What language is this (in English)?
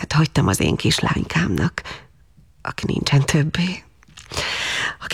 Hungarian